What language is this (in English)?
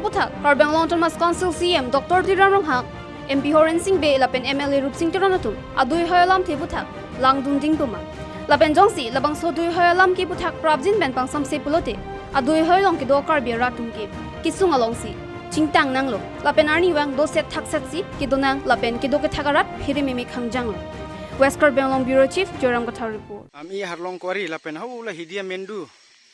Karbi